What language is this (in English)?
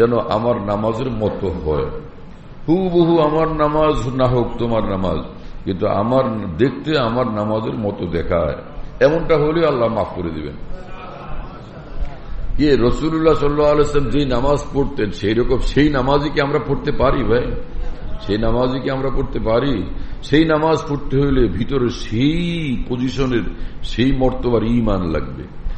Bangla